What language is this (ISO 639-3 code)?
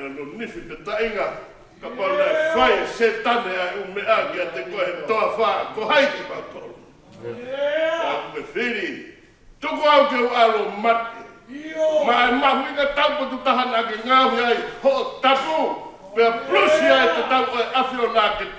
ton